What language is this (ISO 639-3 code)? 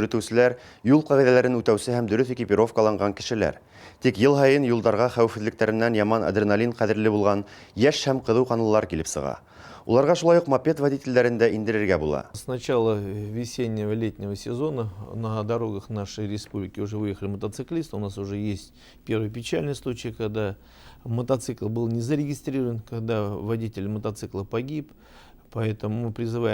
bak